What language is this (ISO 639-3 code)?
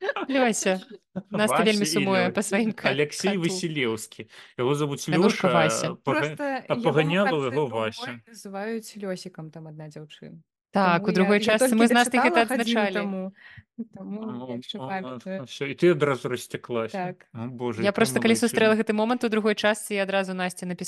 bel